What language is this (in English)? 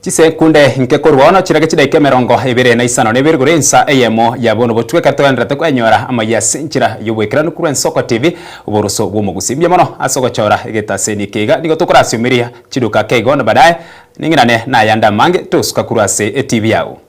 Gusii